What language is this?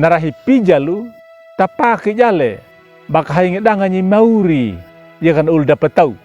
Anakalangu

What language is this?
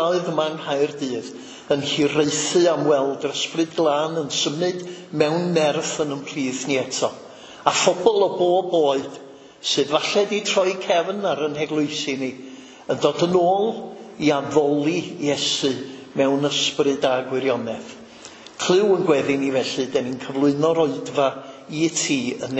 Welsh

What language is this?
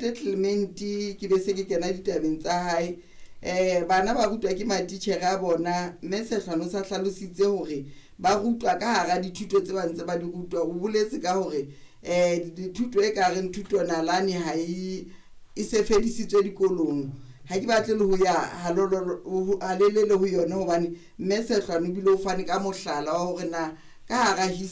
Southern Sotho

